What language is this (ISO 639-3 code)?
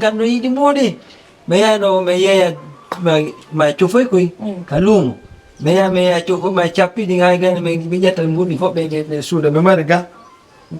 ful